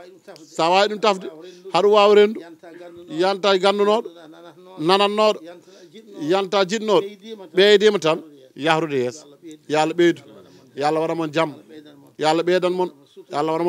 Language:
Fula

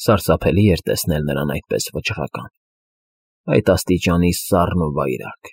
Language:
Armenian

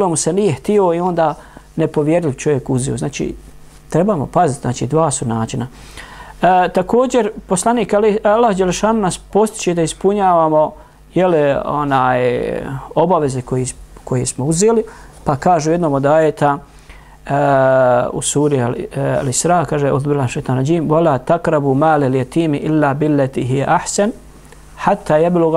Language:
Bosnian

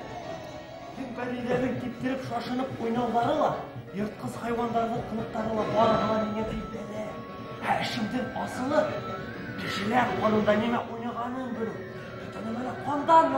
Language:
Bashkir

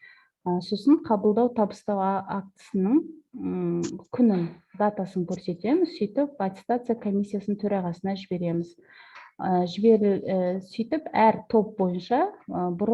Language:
Kazakh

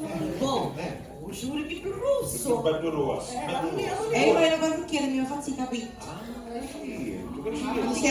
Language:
Sicilian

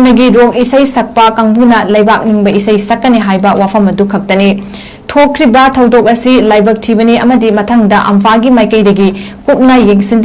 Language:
Manipuri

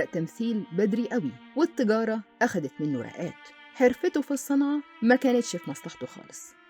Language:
Egyptian Arabic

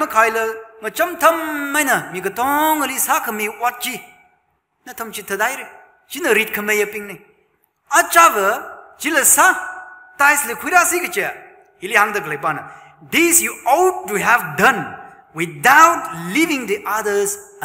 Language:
Tangkhul Naga (India)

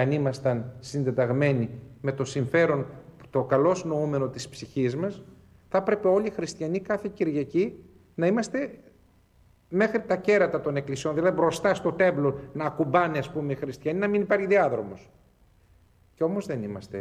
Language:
Greek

